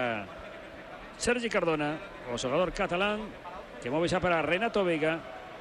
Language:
Galician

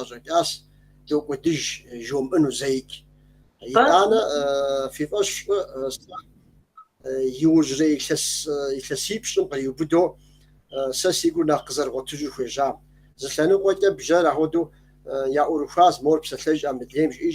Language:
Kabardian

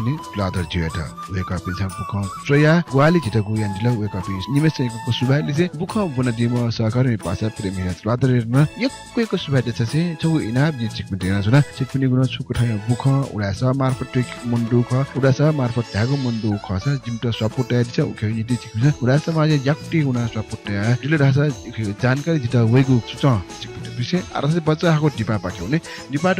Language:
Newari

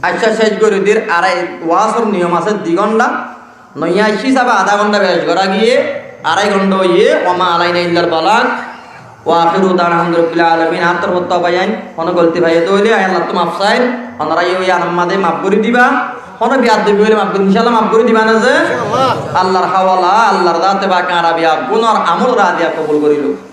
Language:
Rohingya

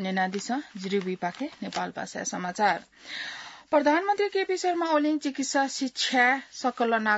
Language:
Newari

